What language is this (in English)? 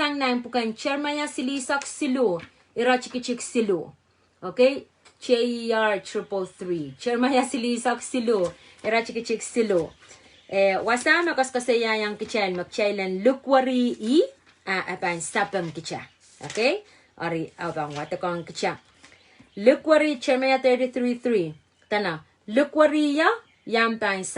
Pohnpeian